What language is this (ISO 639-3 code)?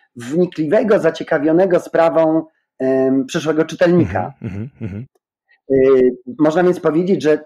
pol